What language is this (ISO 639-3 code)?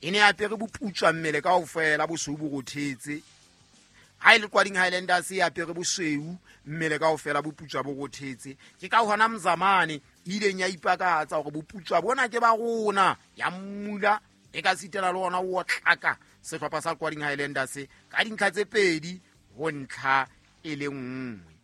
sot